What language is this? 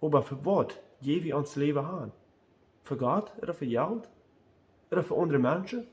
Plautdietsch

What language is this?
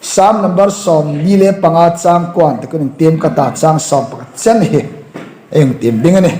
Hmar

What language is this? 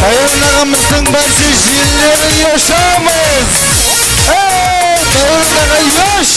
Kara-Kalpak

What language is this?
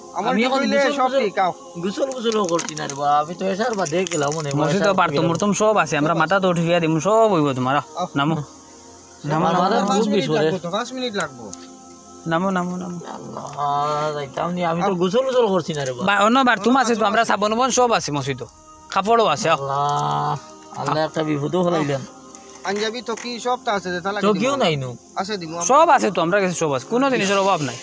Sylheti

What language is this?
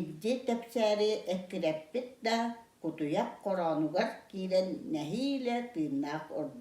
Yakut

